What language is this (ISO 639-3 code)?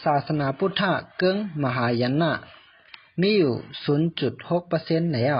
shn